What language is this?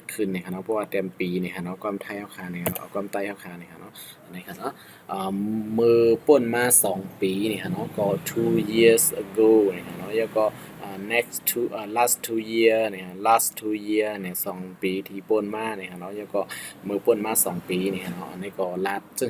Shan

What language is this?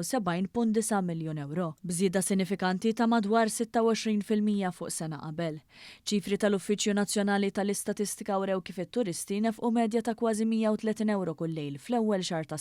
Maltese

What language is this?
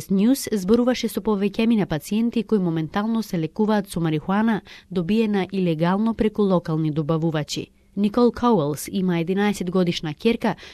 Macedonian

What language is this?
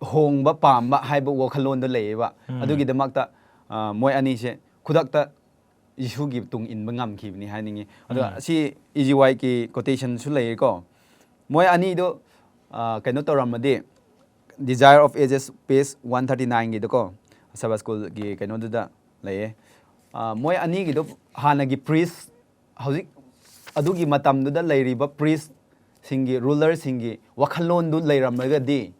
Manipuri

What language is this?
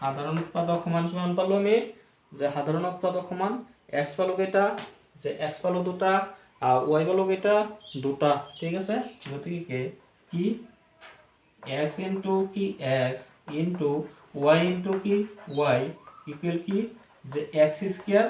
Assamese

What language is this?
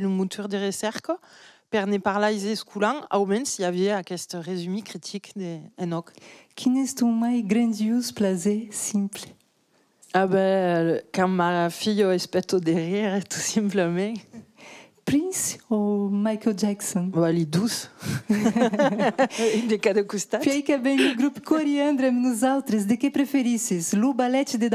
Occitan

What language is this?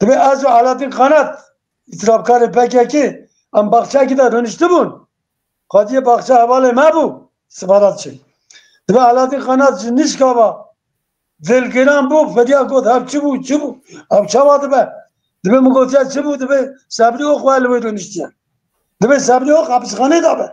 Kurdish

